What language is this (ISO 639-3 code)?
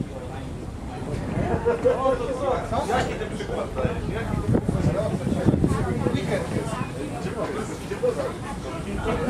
pol